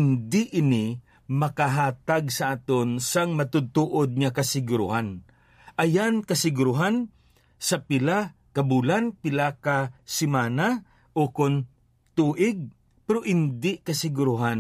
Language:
Hiligaynon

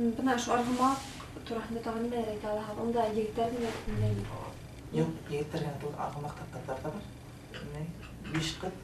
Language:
Bashkir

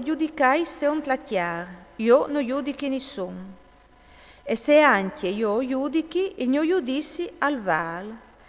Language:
Friulian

